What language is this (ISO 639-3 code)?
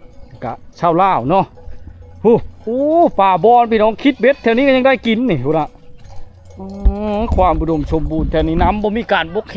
lao